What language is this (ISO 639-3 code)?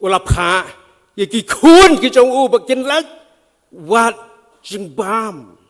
kha